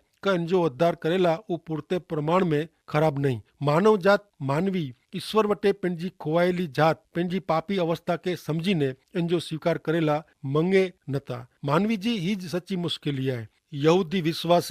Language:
Kachhi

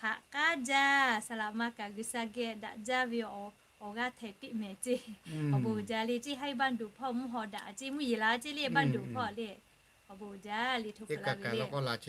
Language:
Lahu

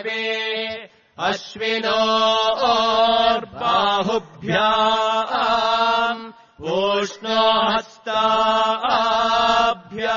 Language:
Sanskrit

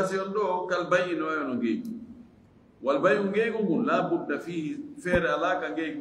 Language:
Fula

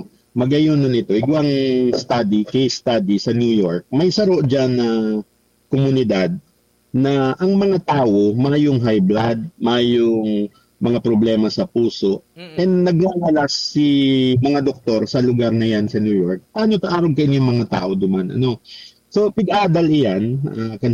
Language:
Bikol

